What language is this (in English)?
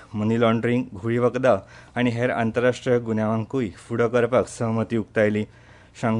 Konkani